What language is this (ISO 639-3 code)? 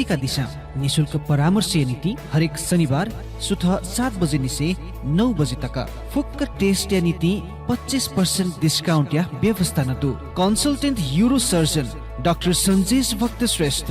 new